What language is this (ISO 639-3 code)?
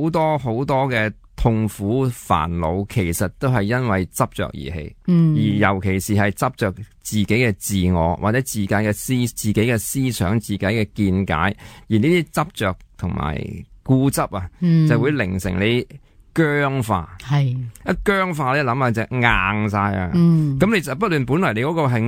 yue